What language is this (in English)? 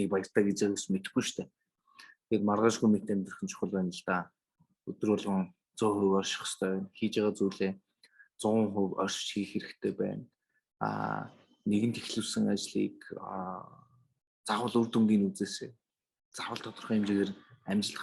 Mongolian